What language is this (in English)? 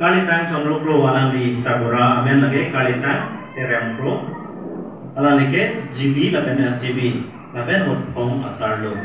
Karbi